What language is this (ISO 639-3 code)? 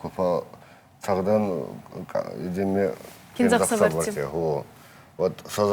oss